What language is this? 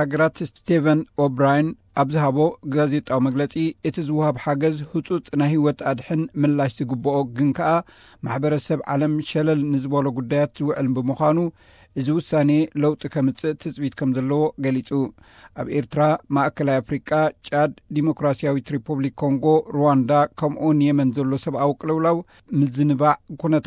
Tigrinya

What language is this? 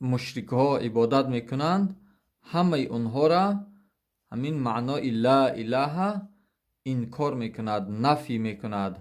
Tajik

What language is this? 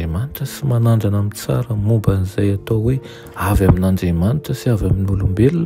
Malagasy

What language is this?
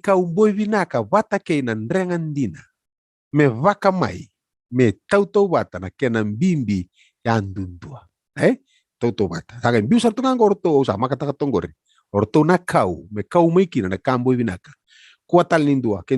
Fijian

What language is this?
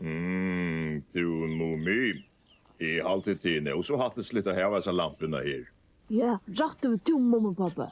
Faroese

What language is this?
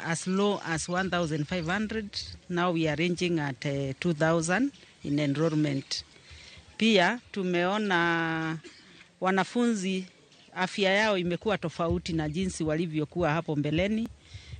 Luo (Kenya and Tanzania)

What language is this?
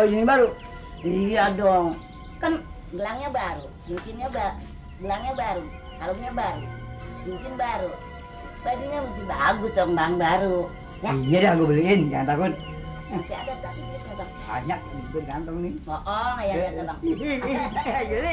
Betawi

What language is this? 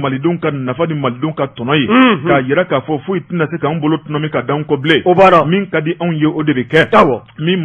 Bambara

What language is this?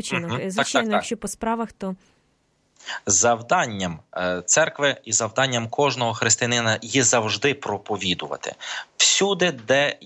Ukrainian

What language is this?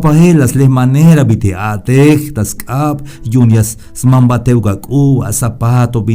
Tzeltal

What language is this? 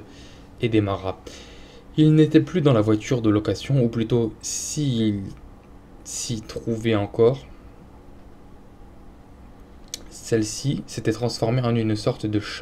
French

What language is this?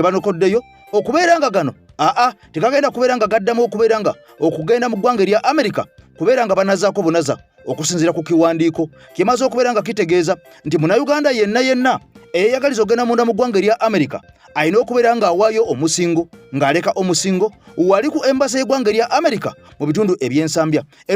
Ganda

